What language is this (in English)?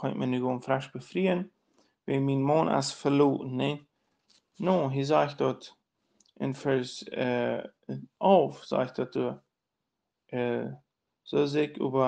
Plautdietsch